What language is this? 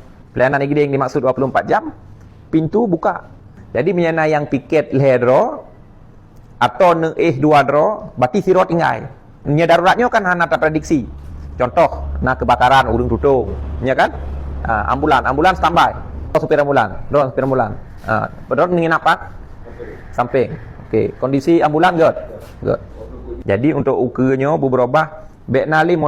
Achinese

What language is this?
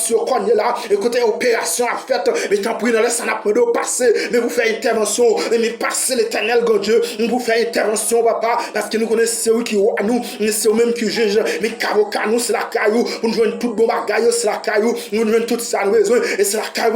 Haitian Creole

